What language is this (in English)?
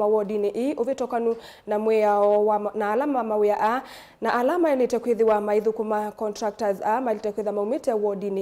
Kamba